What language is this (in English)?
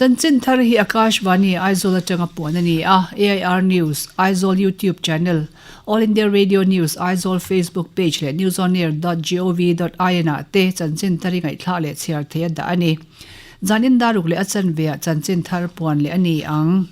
Mizo